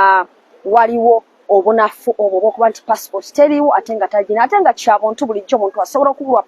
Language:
Ganda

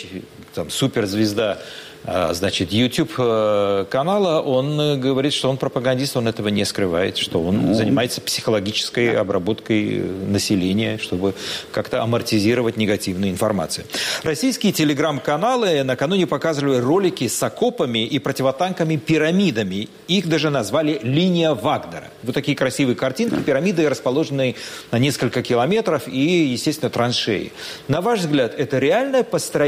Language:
Russian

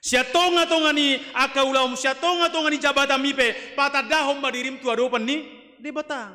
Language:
Batak Toba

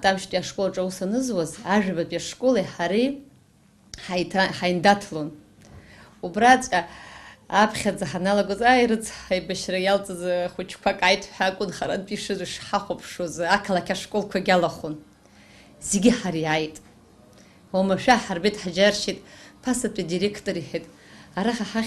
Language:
Abkhazian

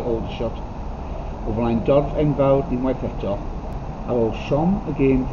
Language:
Welsh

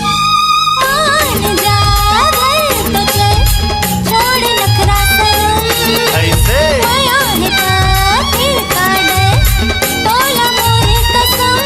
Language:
Chhattisgarhi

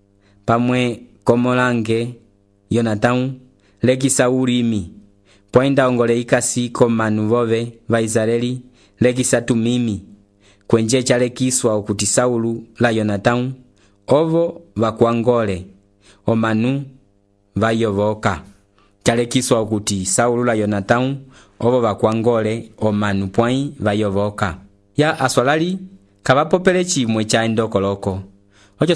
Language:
Umbundu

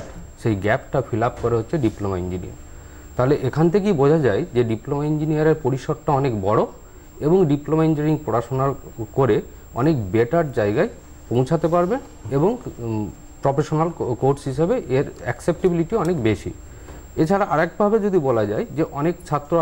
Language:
Bangla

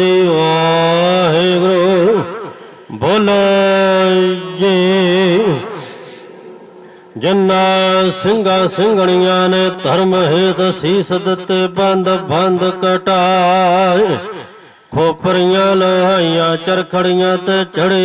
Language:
Punjabi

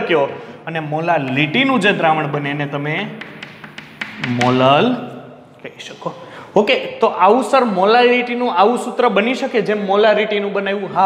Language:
Gujarati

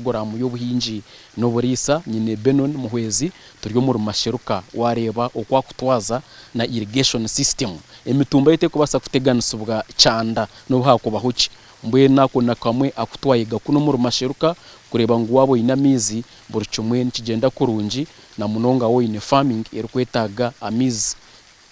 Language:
Nyankole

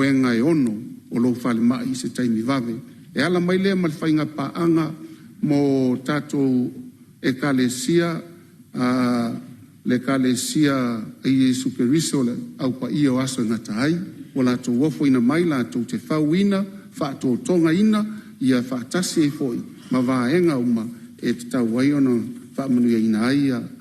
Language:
Samoan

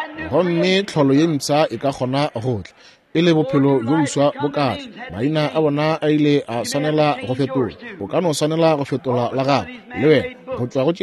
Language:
Northern Sotho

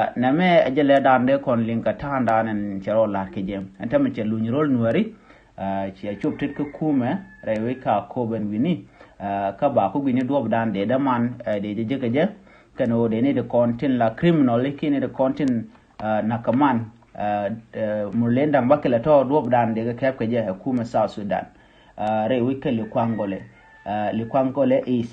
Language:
Nuer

